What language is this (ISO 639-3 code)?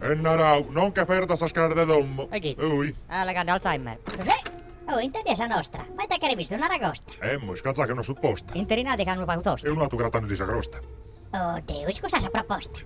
srd